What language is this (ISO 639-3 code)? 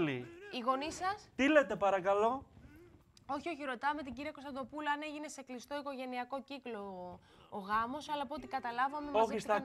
ell